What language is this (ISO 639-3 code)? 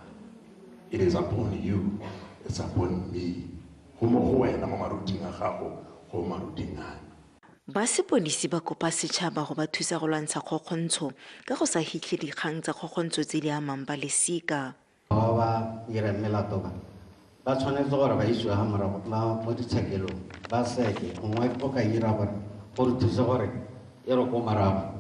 tsn